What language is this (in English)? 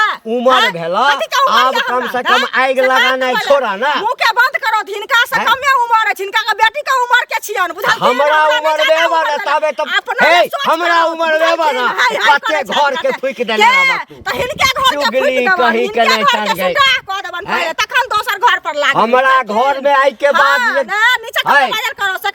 Maithili